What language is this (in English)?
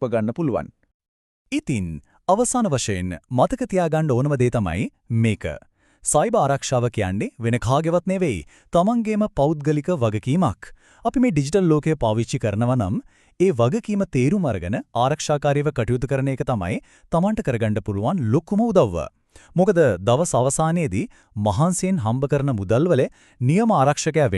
Sinhala